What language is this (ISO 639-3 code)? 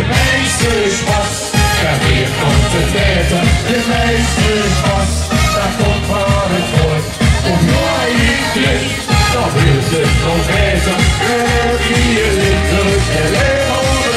lim